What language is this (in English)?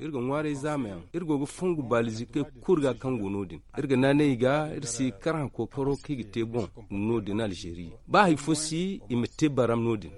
Zarma